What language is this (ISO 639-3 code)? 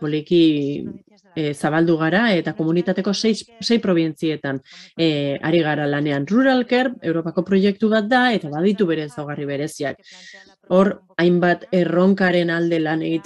eus